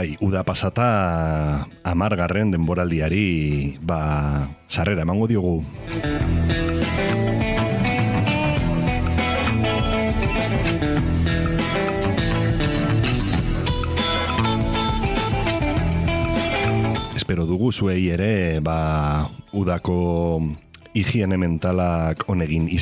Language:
Basque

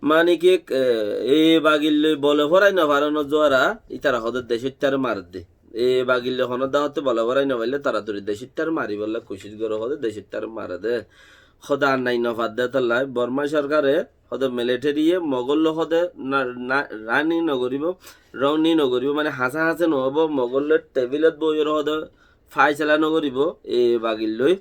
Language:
Rohingya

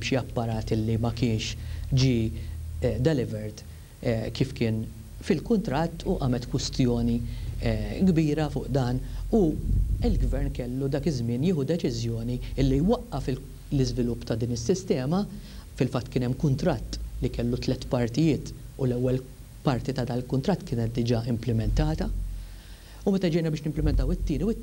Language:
Maltese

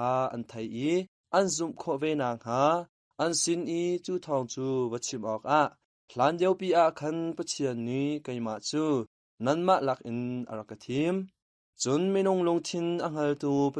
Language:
Hakha Chin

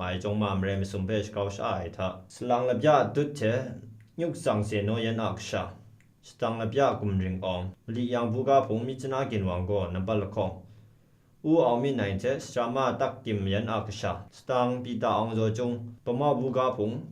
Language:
Kachin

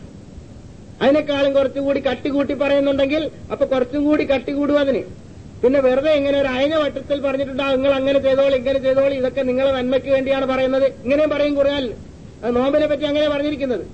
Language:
Malayalam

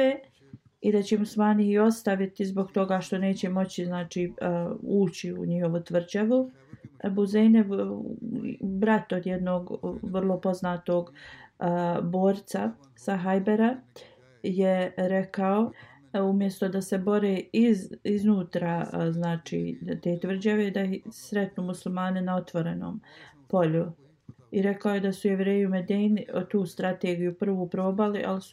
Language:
Bosnian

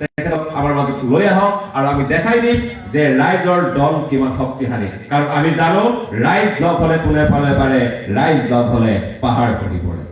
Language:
Assamese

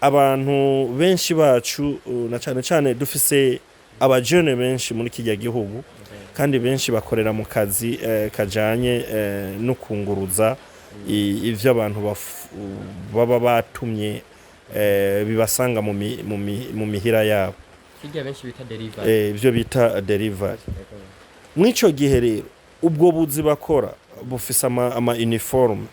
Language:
Rundi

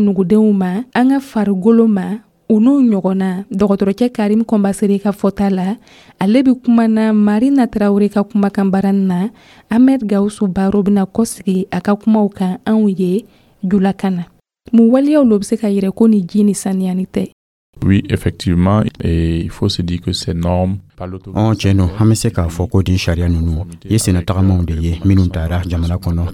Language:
Dyula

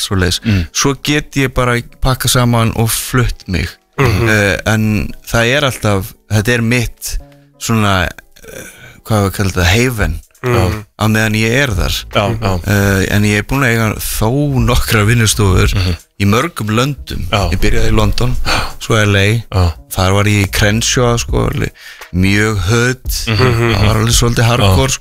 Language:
Icelandic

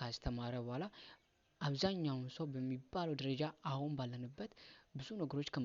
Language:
Amharic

